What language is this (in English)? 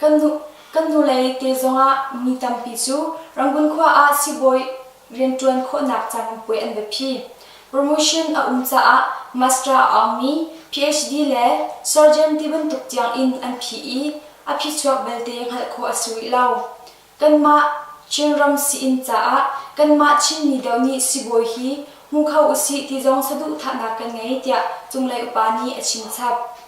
Hakha Chin